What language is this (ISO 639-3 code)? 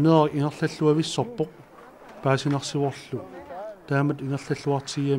kal